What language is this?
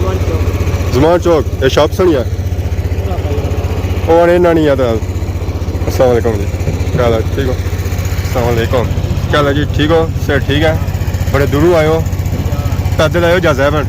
Pahari-Potwari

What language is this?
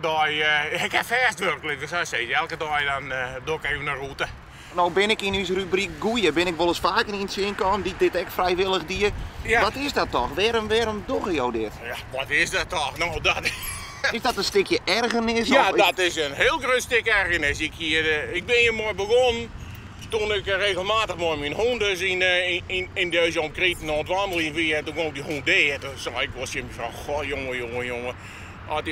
Western Frisian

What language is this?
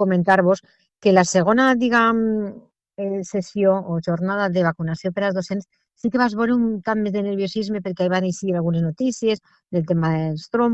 Catalan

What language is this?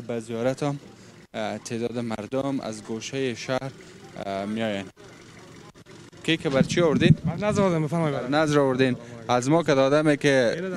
Persian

